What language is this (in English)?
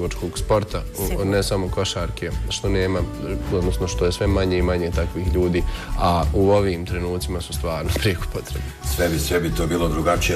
Bosnian